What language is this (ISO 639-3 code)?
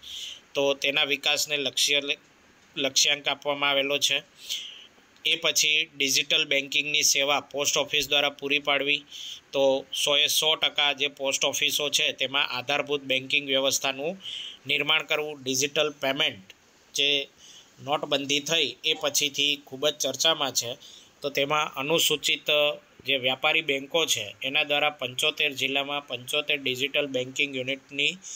guj